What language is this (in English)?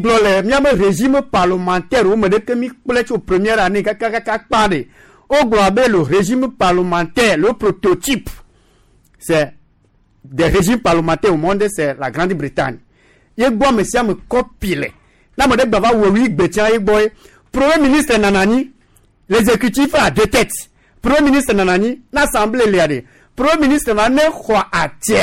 Gen